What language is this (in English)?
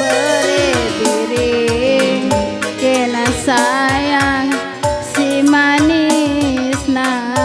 Batak Karo